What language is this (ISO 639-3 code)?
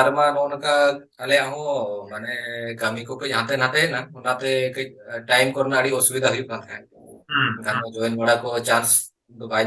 sat